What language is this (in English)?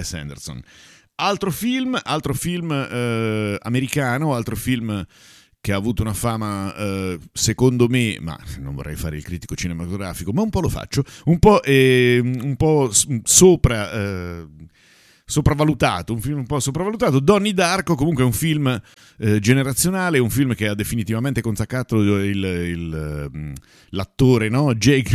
Italian